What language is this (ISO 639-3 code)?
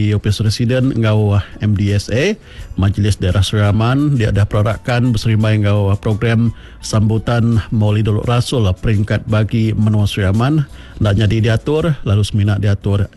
iba